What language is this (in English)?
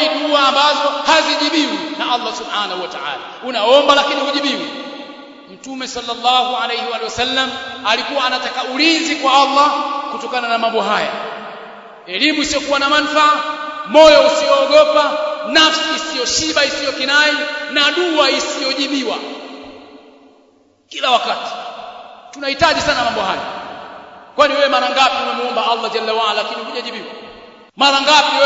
Swahili